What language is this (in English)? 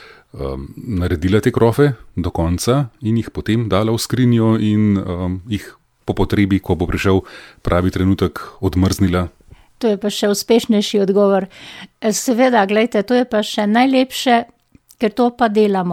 Slovenian